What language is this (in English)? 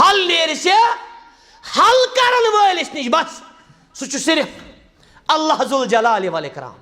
Kashmiri